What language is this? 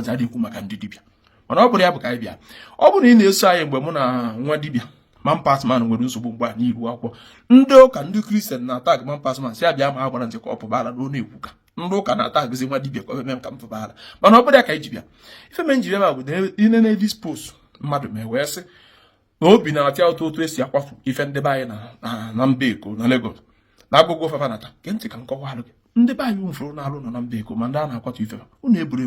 Igbo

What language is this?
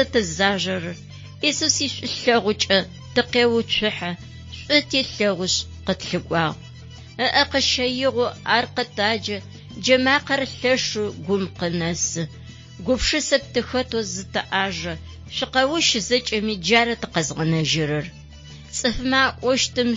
Adyghe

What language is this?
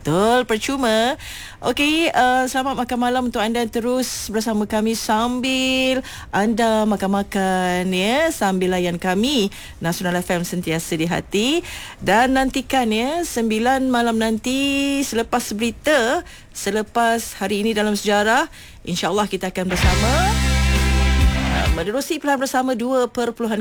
Malay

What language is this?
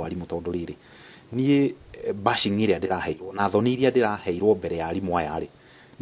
Kikuyu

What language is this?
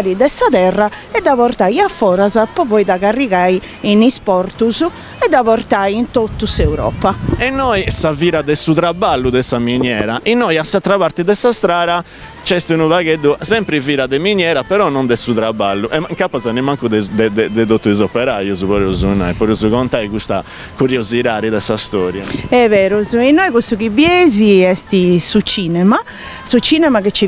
Sardinian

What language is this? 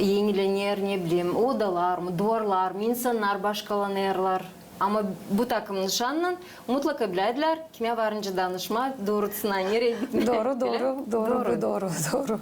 Gagauz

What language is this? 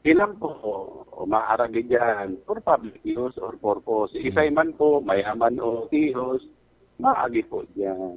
Bikol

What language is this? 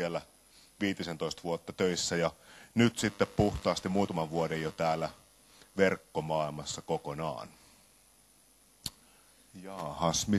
Finnish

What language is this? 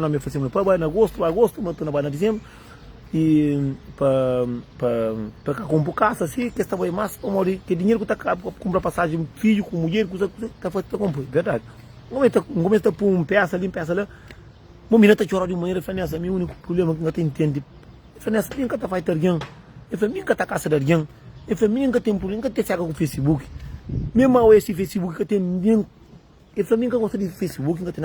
Kabuverdianu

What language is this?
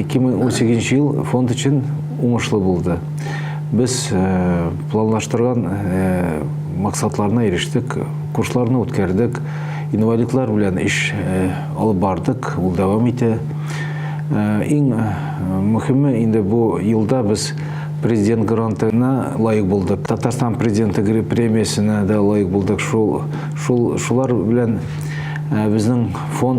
Tatar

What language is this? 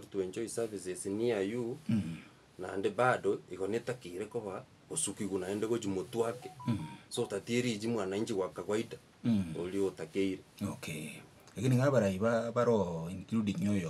Gusii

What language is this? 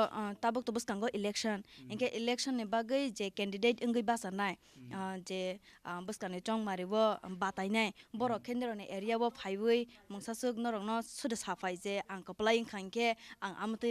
Kok Borok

